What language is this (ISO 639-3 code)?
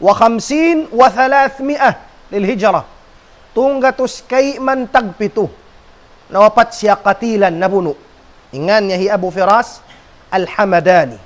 tsg